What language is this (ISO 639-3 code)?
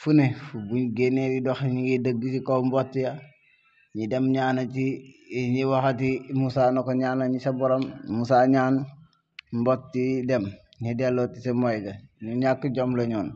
wol